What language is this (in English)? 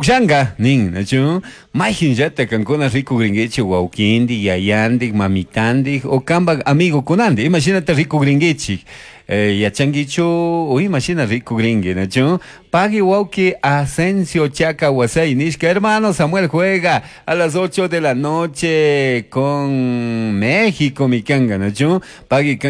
Chimborazo Highland Quichua